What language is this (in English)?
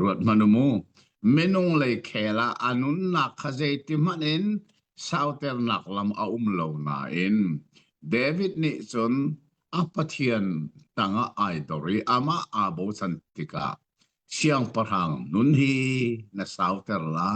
Hakha Chin